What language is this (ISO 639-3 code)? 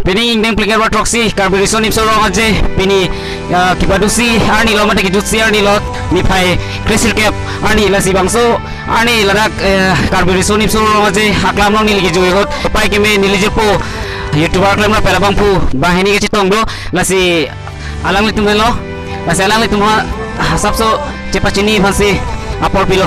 mjw